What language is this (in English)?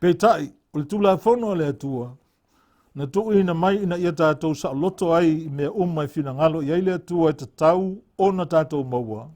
Samoan